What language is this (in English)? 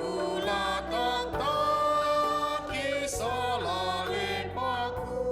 Batak Karo